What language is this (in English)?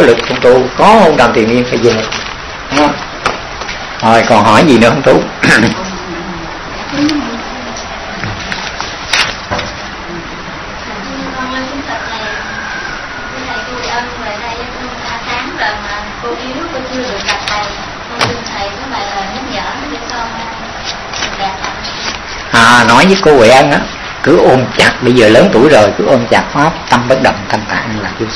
Vietnamese